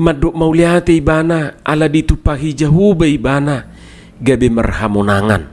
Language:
Batak Toba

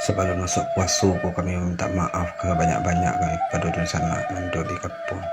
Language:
Minangkabau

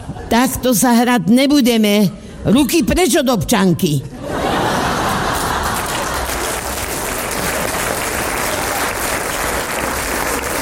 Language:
Slovak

